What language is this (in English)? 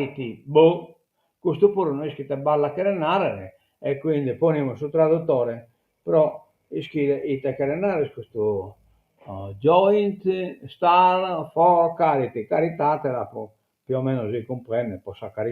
Sardinian